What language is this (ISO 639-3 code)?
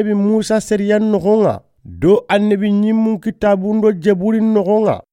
snk